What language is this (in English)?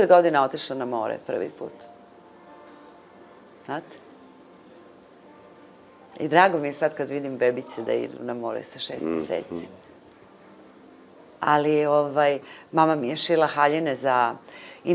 Serbian